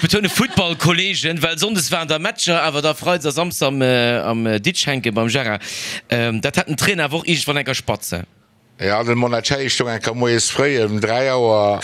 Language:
Luxembourgish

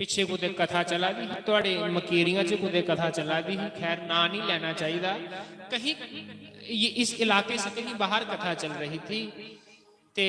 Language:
Dogri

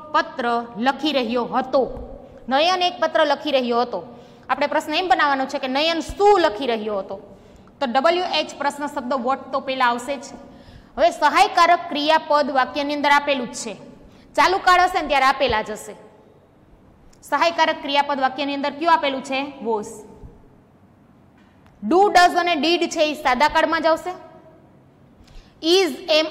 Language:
Gujarati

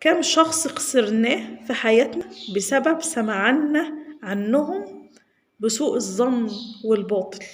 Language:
Egyptian Arabic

